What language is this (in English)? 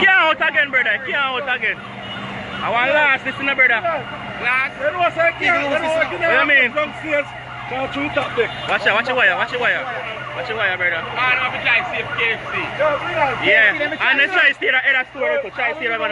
Jamaican Creole English